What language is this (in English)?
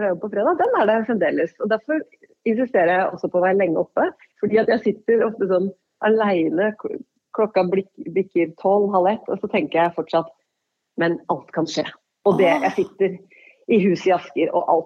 Norwegian